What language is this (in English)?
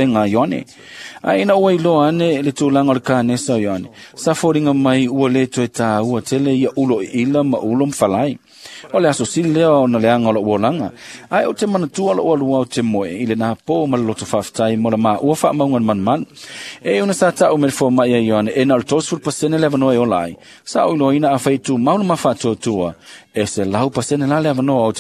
Samoan